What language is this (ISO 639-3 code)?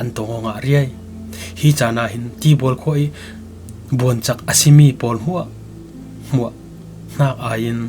cfm